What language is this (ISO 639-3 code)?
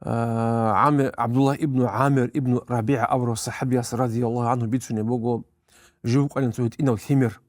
ava